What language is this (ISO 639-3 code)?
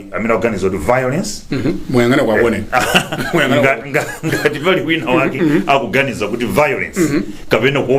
nya